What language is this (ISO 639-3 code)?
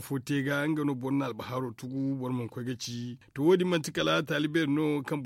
dje